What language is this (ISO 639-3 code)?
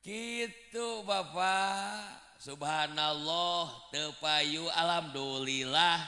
sun